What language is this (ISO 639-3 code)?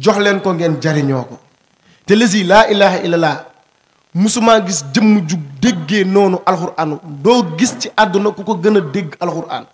wol